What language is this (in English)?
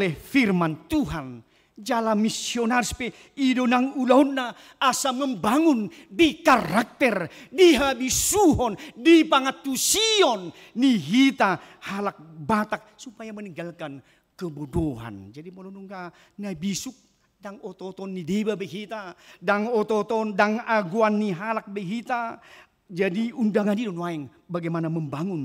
Batak Toba